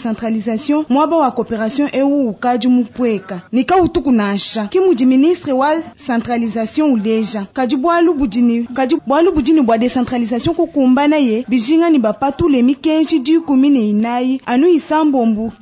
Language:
Luba-Lulua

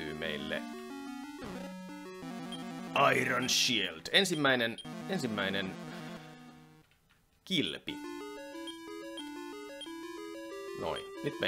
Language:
Finnish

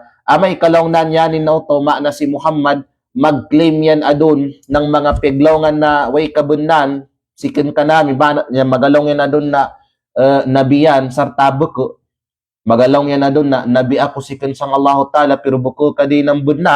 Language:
Kalagan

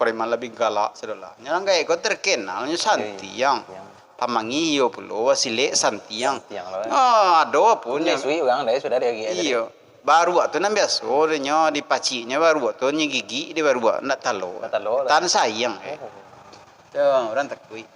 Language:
Minangkabau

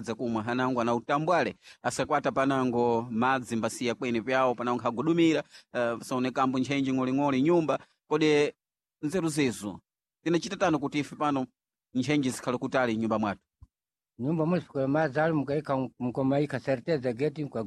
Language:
Sena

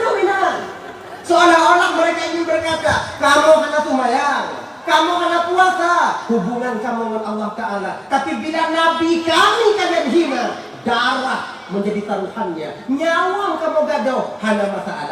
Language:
Achinese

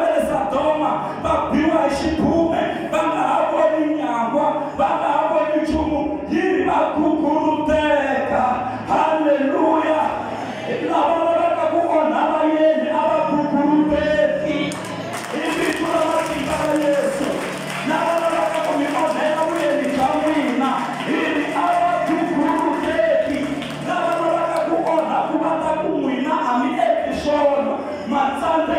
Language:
Tsonga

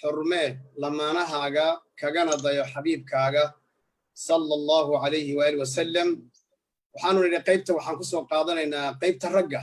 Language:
Somali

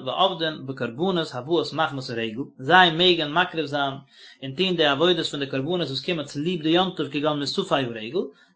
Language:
Yiddish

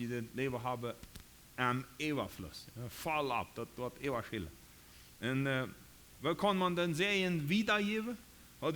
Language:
Plautdietsch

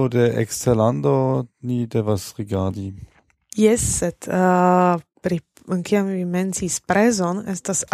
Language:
Esperanto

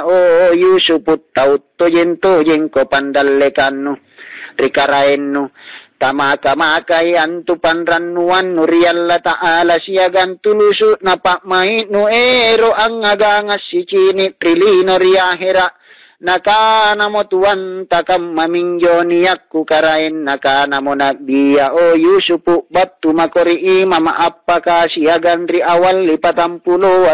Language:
Makasar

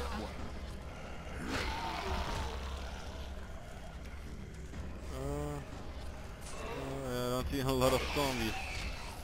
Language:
English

